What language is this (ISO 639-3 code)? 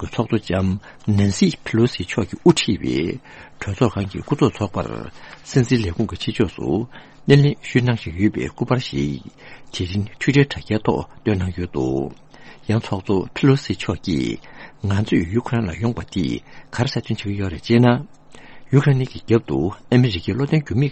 bod